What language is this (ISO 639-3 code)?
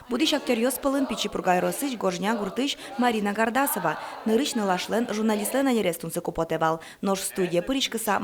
udm